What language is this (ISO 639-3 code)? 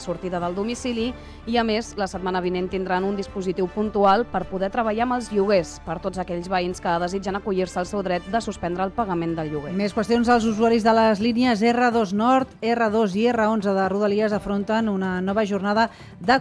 cat